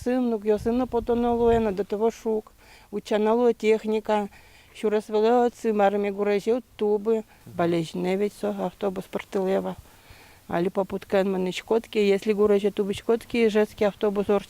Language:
Udmurt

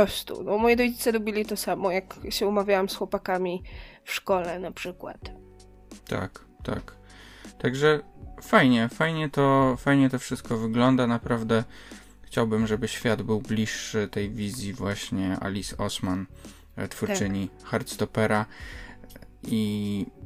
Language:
Polish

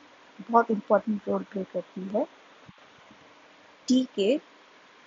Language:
Hindi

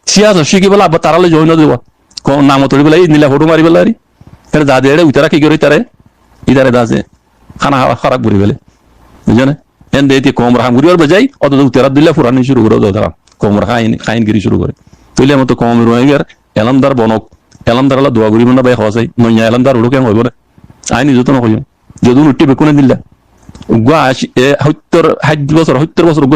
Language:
Rohingya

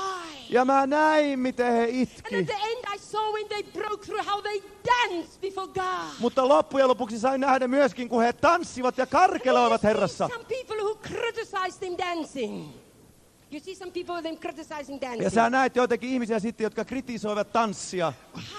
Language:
Finnish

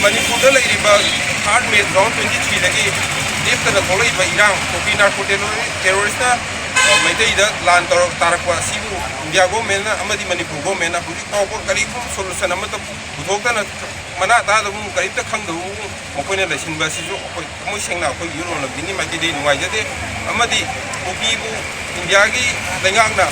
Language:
Manipuri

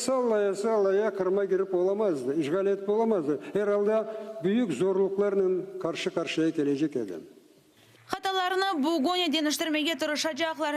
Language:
Crimean Tatar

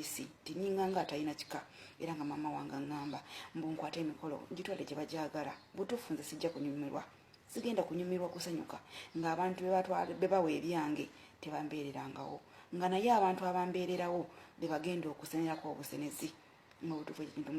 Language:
Ganda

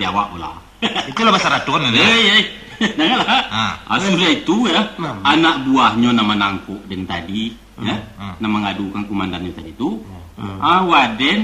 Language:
Minangkabau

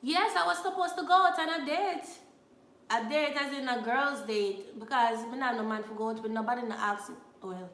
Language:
Jamaican Creole English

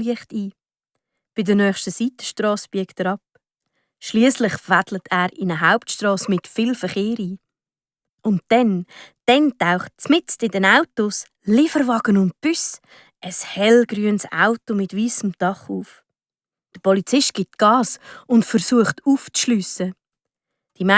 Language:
Swiss German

